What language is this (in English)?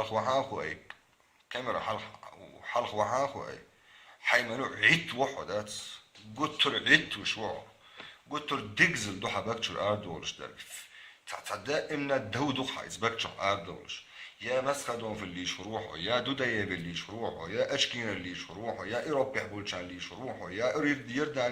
Chechen